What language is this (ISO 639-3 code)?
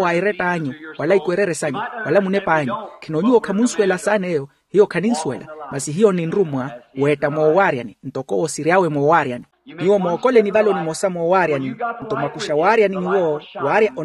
vmw